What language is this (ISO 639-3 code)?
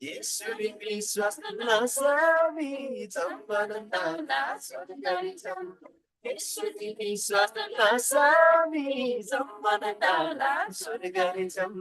taj